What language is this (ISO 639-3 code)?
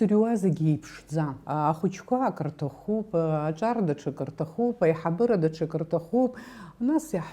abk